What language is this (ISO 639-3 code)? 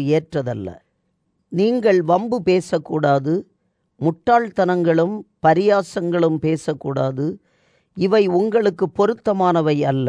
tam